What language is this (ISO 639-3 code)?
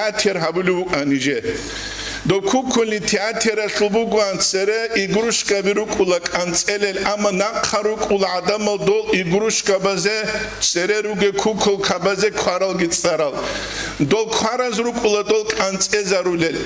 ava